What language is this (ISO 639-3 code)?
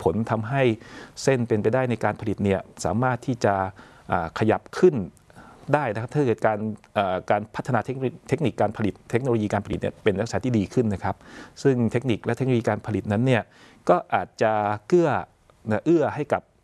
tha